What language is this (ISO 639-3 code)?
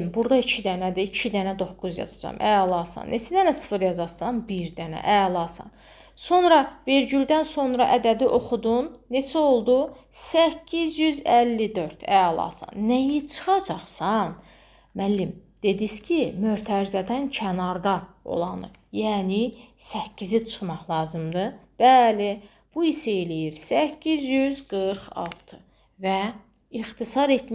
aze